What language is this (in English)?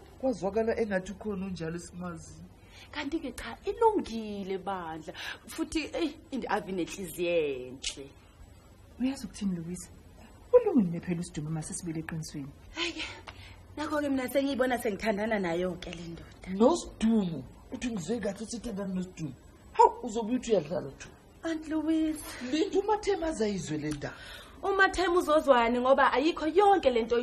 Zulu